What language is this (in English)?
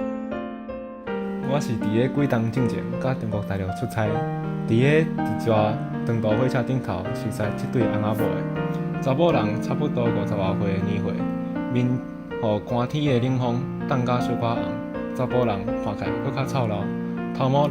Min Nan Chinese